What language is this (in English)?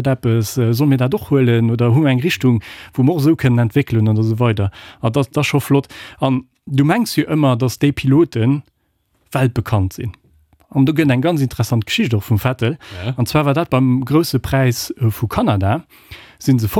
Luxembourgish